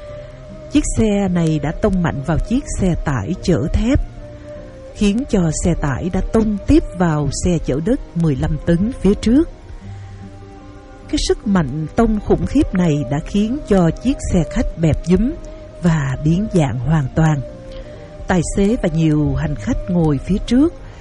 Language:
Vietnamese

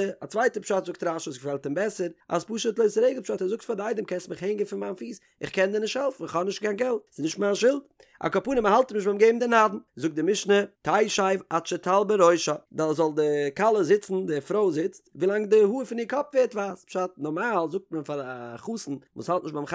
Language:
Yiddish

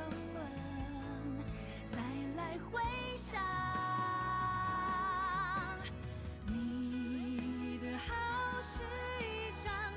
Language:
Chinese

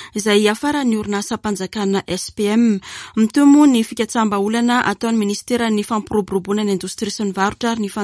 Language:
Malagasy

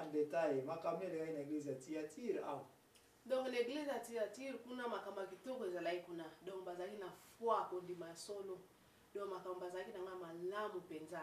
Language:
Lingala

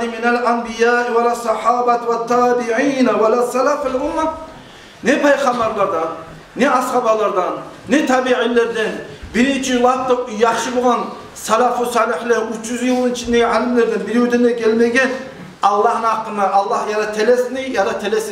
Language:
Kumyk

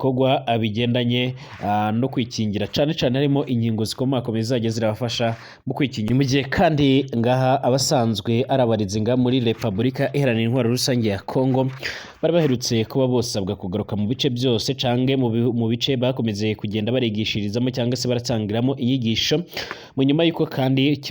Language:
Rundi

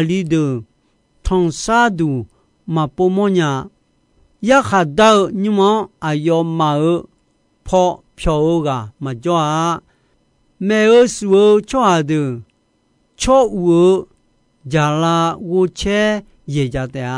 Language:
Akha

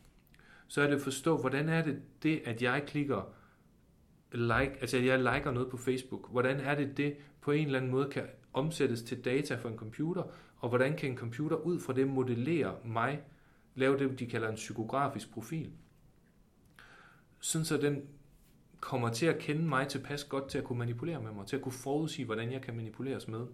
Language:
Danish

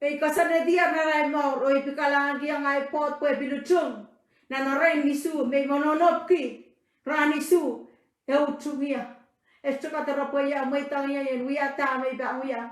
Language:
Pohnpeian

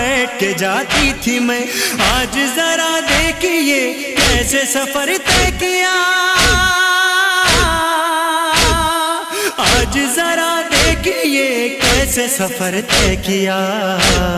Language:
Urdu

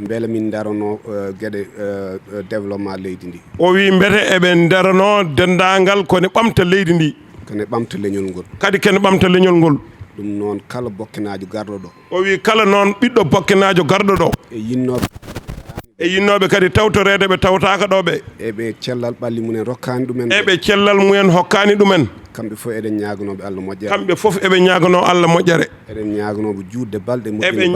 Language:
Fula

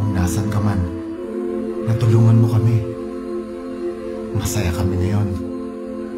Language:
Filipino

